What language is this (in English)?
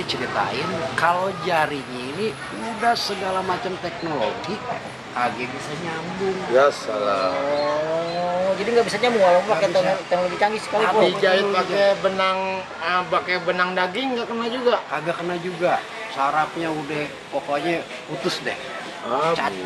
Betawi